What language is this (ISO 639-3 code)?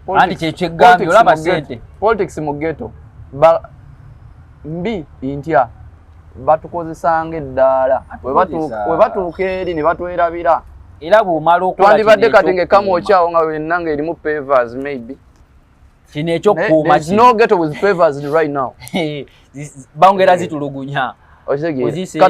lug